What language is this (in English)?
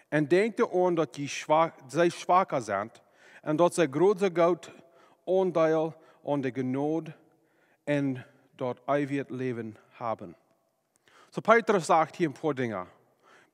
Plautdietsch